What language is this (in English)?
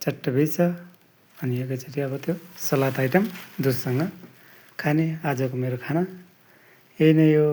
Nepali